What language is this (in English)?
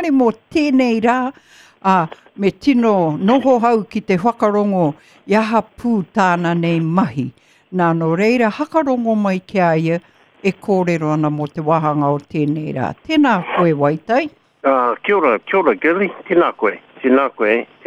Māori